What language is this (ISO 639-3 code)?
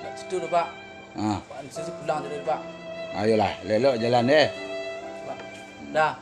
min